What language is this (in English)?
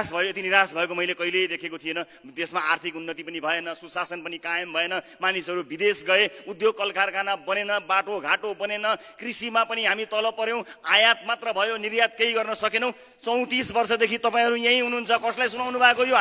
Nepali